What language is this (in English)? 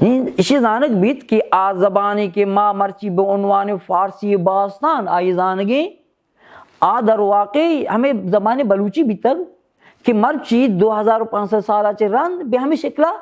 Baluchi